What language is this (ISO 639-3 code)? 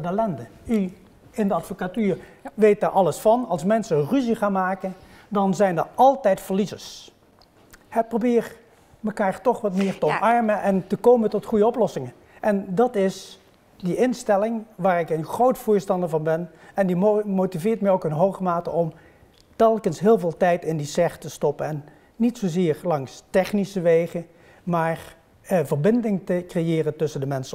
nld